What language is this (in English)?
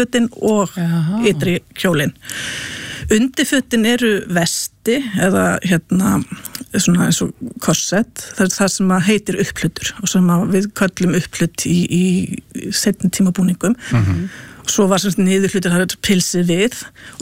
Icelandic